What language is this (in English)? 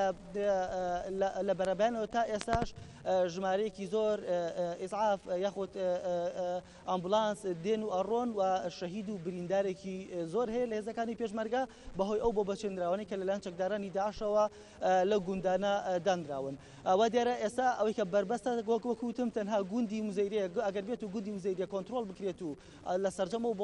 Central Kurdish